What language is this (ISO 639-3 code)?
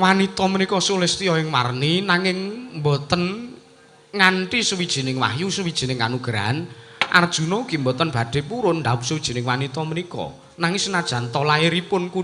jav